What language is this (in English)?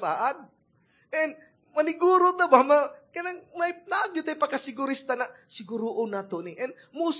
Cebuano